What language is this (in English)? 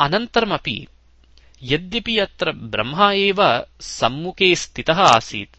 Sanskrit